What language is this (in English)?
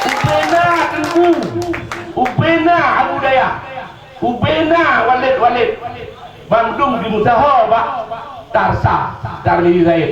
Achinese